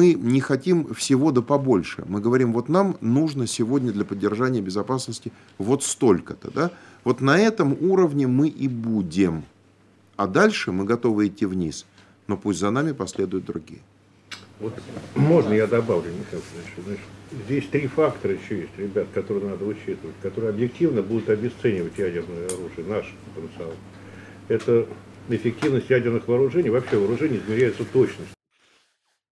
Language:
Russian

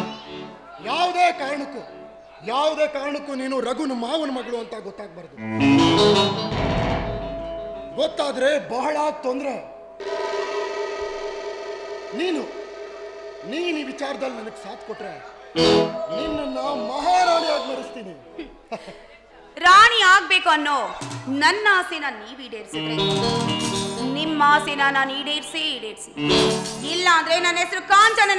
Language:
Kannada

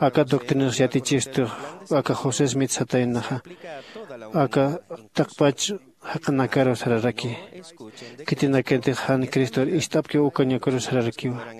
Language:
Aymara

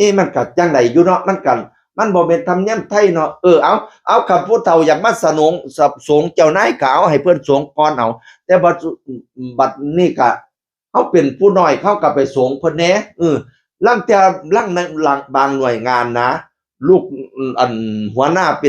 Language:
Northeastern Thai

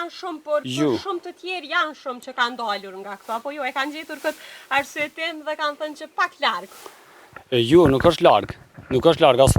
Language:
Albanian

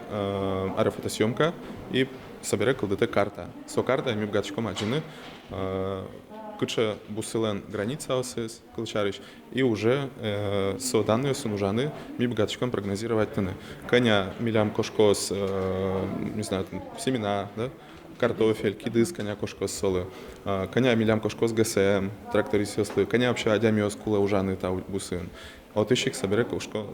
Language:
Udmurt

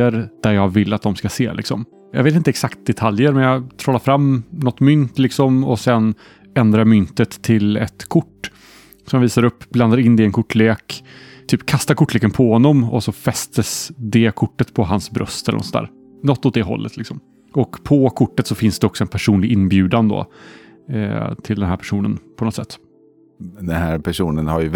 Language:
Swedish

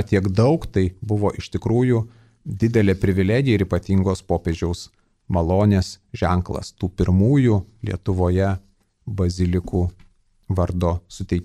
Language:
Lithuanian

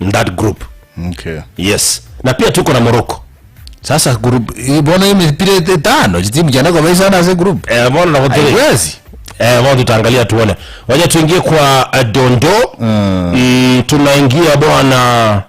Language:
Gusii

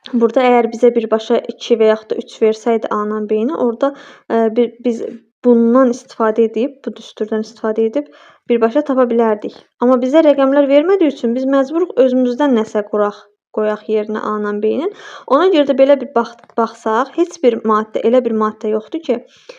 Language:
Azerbaijani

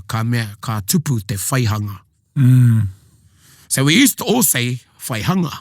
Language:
Māori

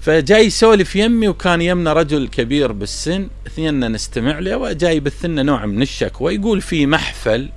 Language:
Mesopotamian Arabic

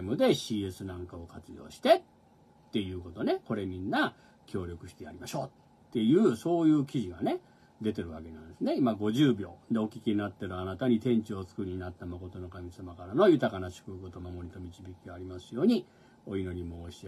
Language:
Japanese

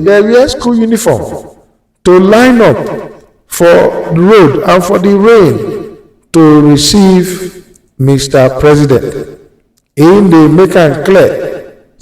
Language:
Nigerian Pidgin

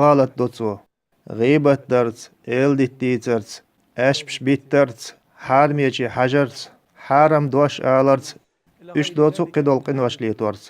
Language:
Chechen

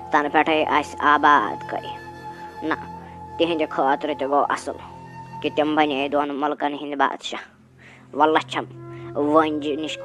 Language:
Kashmiri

